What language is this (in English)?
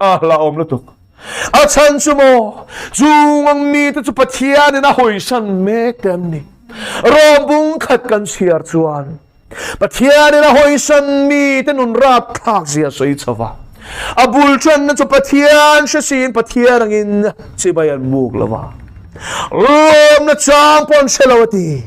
Mizo